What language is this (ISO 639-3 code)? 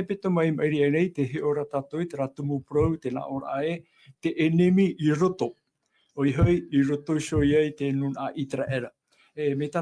tah